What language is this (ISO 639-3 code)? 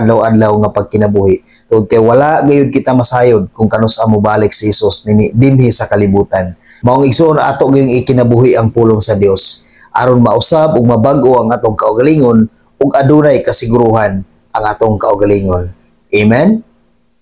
ceb